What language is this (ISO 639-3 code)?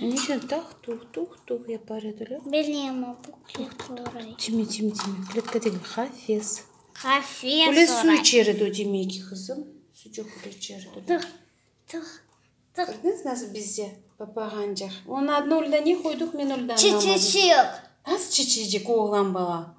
crh